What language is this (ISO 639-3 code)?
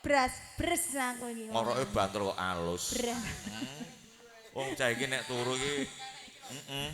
jav